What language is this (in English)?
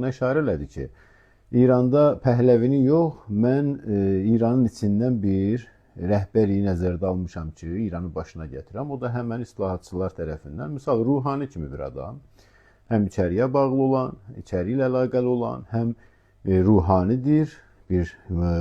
Azerbaijani